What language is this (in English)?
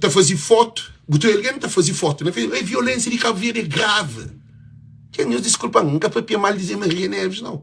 Kabuverdianu